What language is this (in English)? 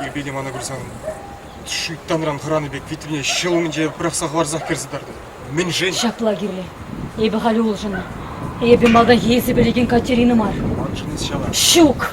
Chuvash